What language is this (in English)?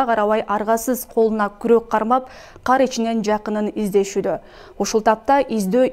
Kyrgyz